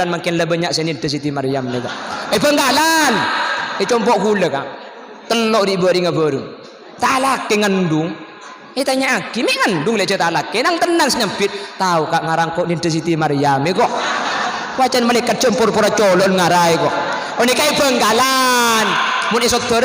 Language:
Madurese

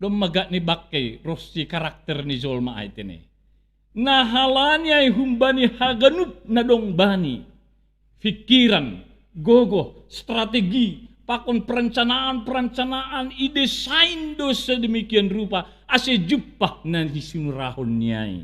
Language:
Batak Simalungun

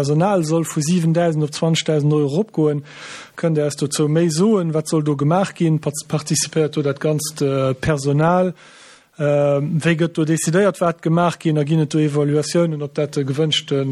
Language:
Luxembourgish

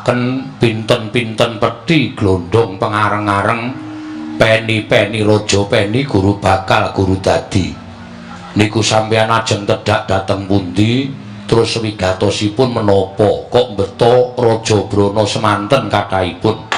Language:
Javanese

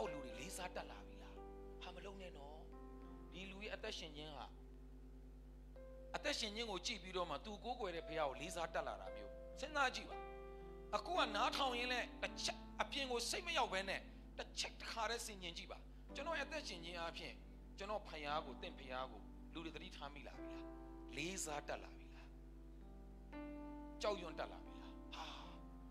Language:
Burmese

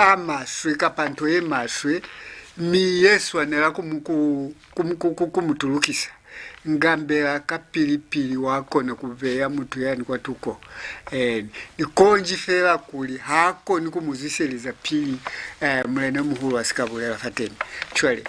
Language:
Lozi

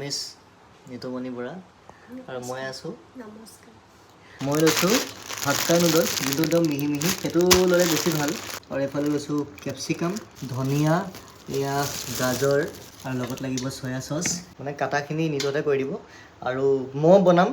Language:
Assamese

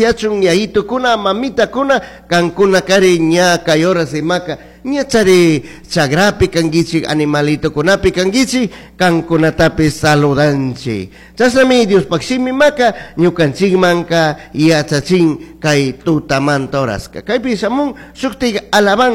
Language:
Chimborazo Highland Quichua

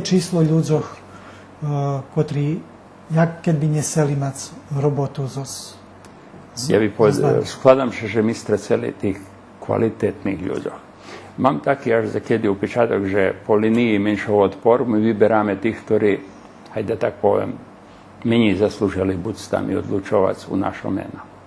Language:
Rusyn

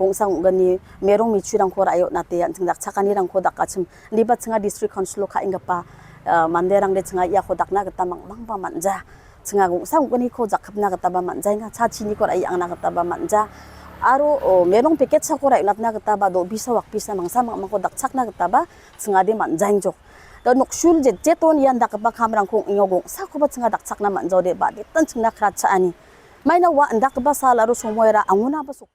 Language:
Garo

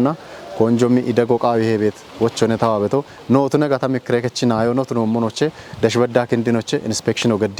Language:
Kafa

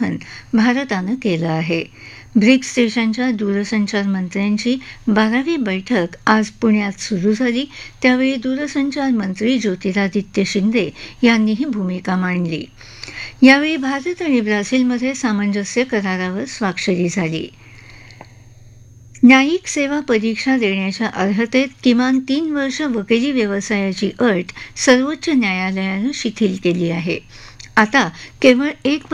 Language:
Marathi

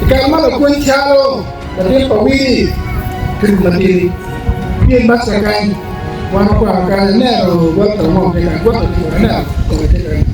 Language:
Acoli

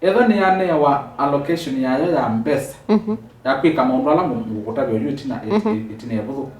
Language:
Kamba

